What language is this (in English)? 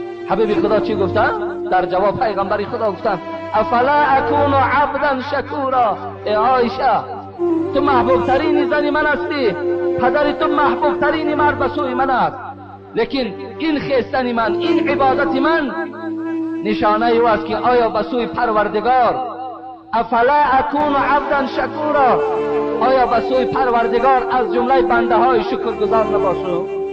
Tajik